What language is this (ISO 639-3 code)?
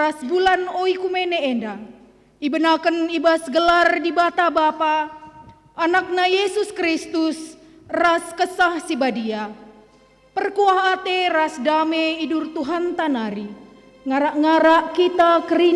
btx